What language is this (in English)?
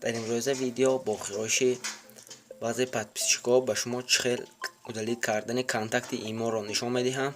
Tajik